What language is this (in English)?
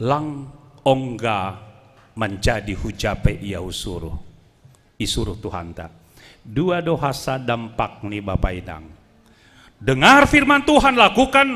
Batak Simalungun